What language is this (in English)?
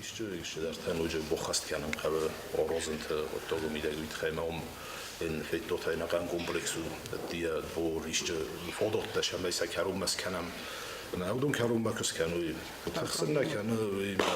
Ossetic